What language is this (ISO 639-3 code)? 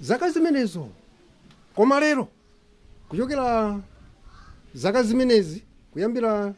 nya